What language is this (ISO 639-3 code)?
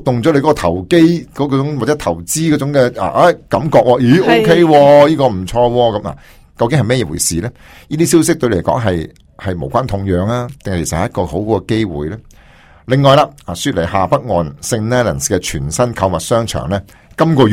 yue